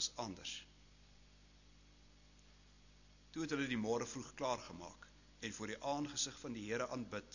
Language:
Afrikaans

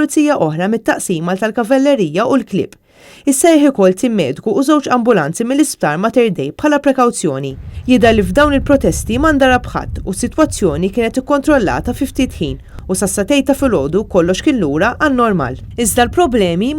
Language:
Maltese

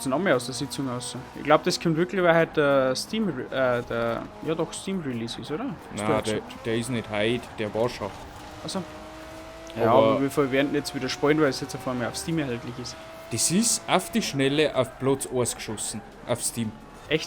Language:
Bavarian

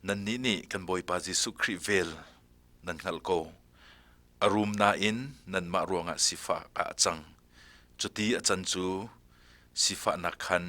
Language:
Hakha Chin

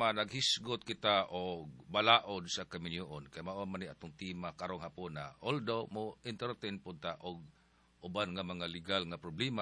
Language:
Cebuano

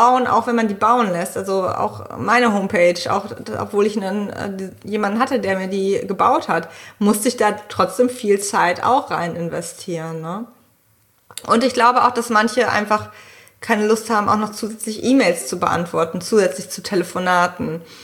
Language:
German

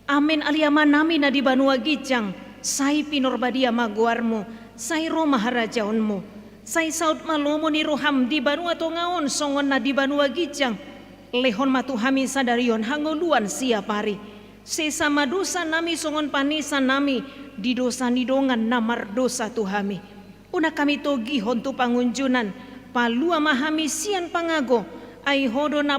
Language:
Batak Toba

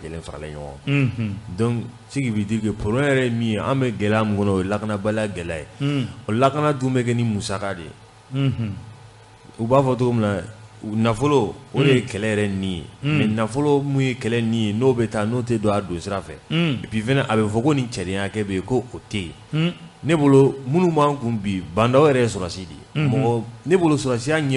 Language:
Bambara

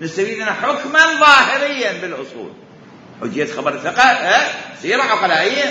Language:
Mesopotamian Arabic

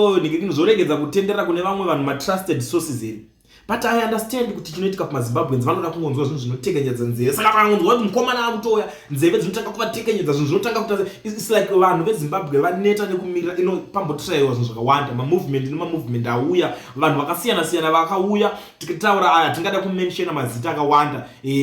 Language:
Shona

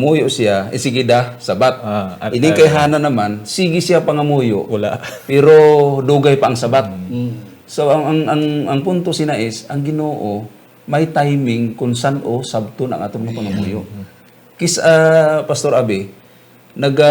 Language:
Hiligaynon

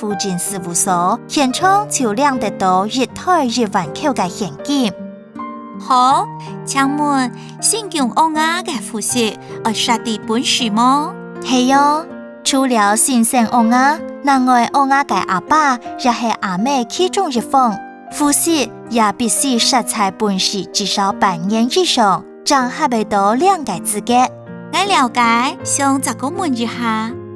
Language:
Hakka Chinese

